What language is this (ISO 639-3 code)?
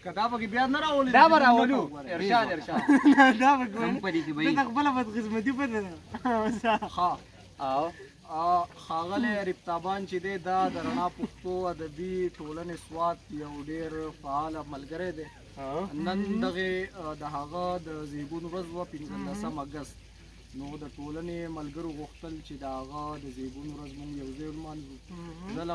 pus